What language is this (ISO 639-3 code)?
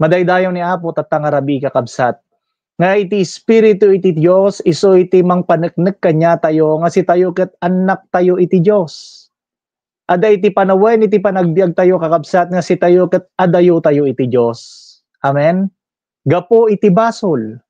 ilo